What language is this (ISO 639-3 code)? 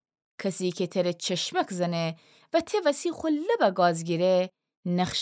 glk